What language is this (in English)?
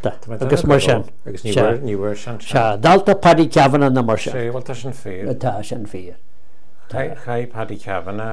Irish